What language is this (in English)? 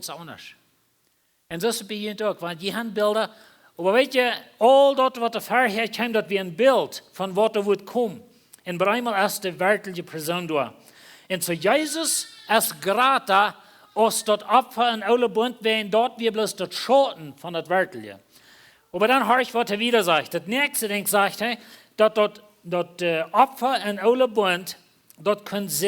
Plautdietsch